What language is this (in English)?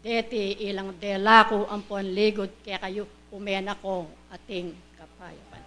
Pampanga